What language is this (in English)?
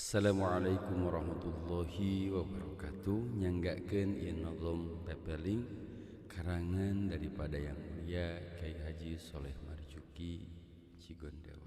Sundanese